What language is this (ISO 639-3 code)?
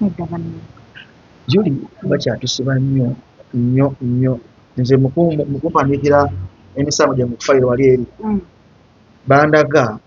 lug